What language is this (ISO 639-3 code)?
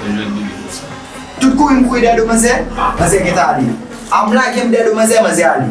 hat